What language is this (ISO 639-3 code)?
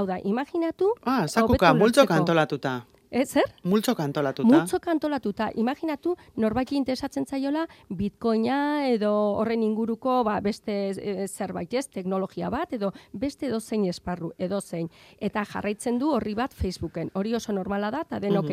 eus